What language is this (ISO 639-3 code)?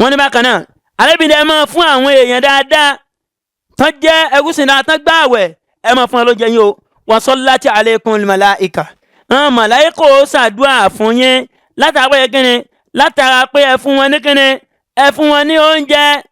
yor